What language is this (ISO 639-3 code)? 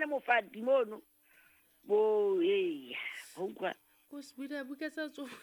sot